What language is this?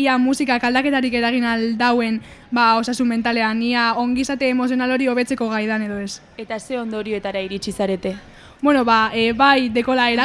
Basque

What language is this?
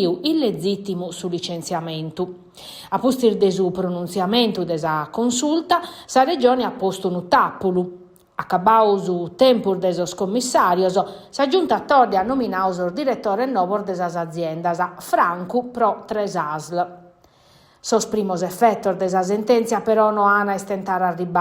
Sardinian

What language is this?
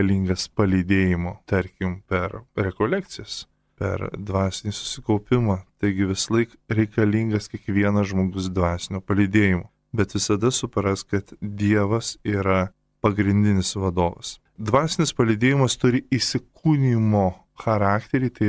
Lithuanian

